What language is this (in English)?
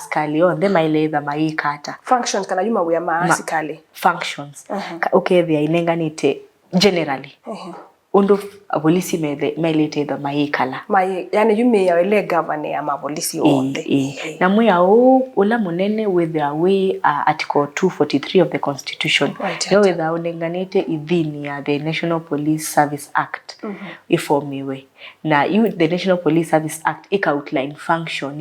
Kamba